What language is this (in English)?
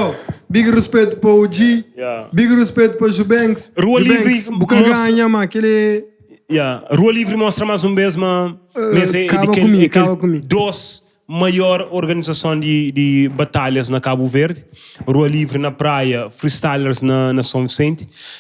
Kabuverdianu